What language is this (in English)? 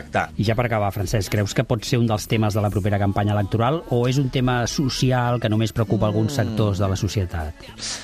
Catalan